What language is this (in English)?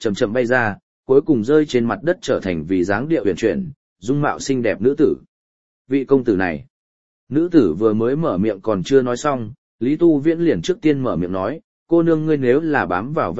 Vietnamese